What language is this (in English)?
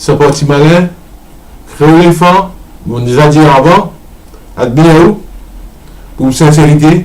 Morisyen